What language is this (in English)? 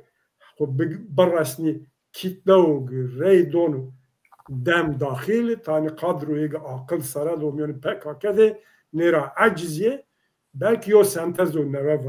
Zaza